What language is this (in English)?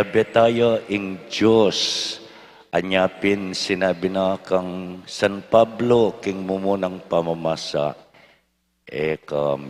Pampanga